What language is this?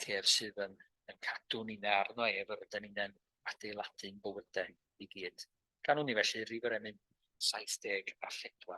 Welsh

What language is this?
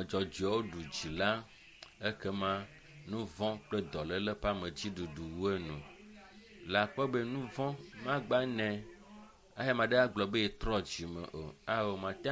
Ewe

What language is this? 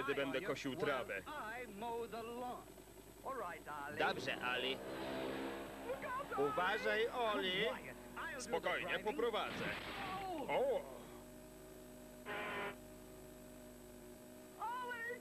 Polish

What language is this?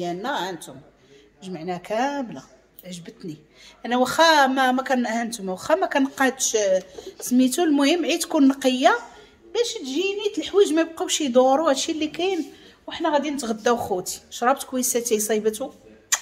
Moroccan Arabic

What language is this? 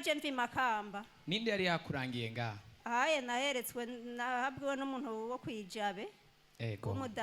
Rundi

